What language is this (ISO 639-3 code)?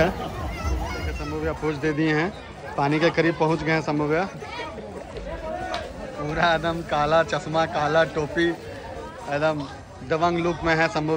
hin